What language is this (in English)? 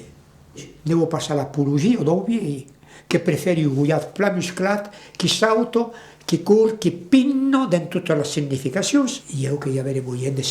Occitan